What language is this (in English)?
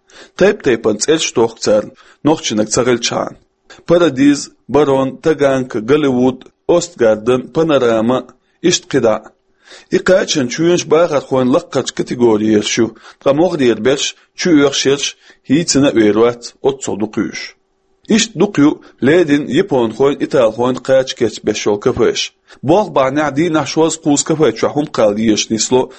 Chechen